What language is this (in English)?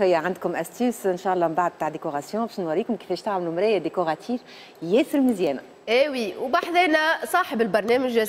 Tunisian Arabic